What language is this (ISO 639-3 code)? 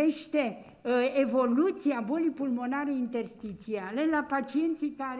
ron